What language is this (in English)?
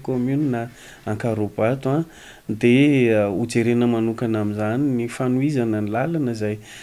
Malagasy